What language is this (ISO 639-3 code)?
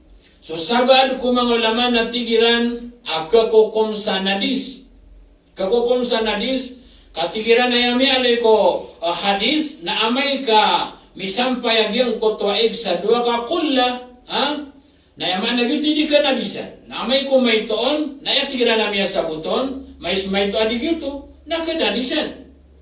mrw